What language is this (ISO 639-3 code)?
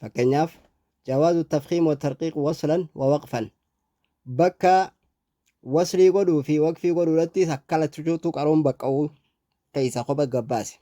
orm